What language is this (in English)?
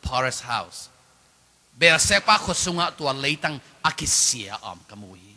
Tedim Chin